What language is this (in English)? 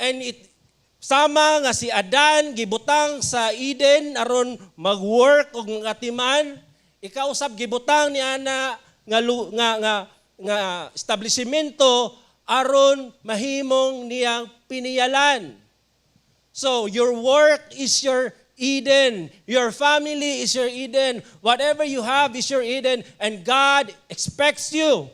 Cebuano